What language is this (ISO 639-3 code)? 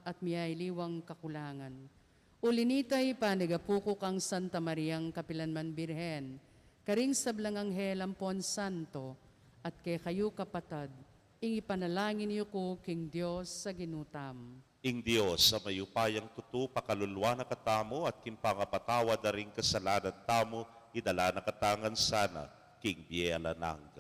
pam